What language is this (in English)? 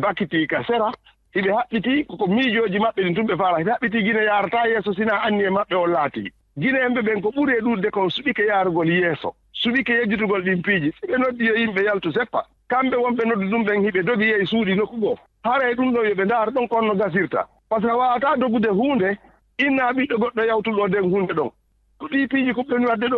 Fula